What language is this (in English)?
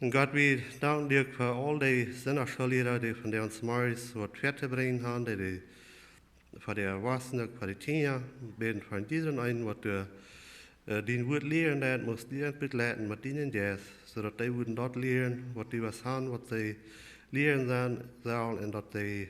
Plautdietsch